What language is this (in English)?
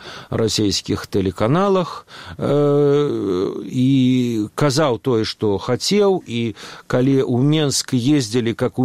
Belarusian